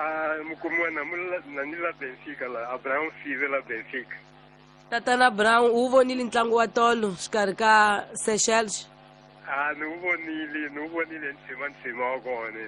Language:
Tsonga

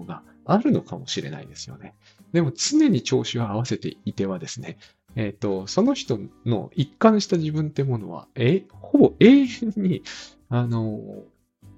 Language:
Japanese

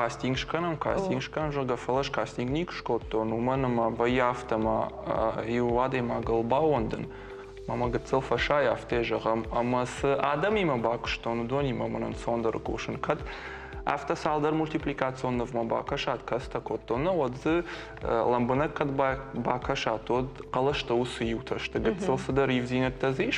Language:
Ossetic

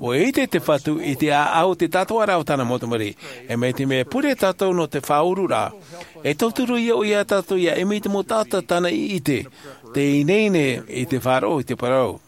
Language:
Tahitian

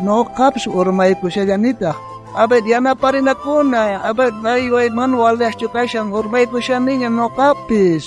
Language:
South Bolivian Quechua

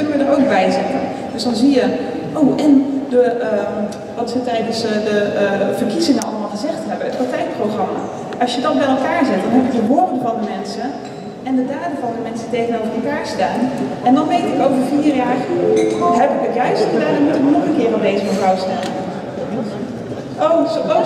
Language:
Dutch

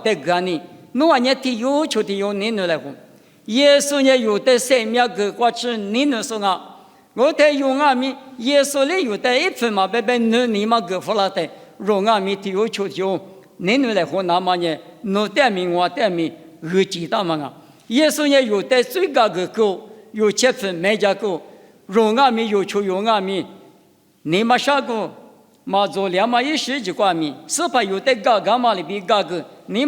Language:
Lisu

